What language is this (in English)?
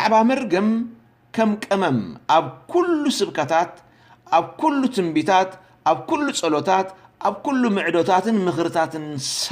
Tigrinya